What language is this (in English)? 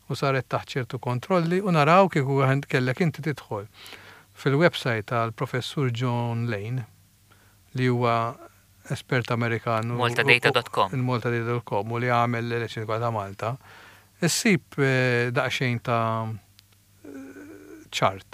Maltese